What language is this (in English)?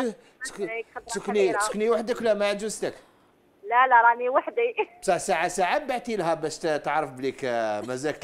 Algerian Arabic